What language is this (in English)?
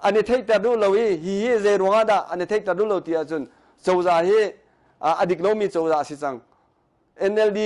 Hakha Chin